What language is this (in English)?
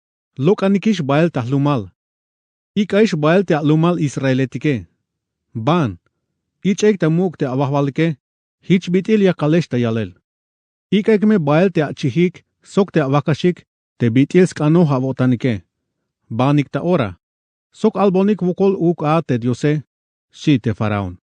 Tzeltal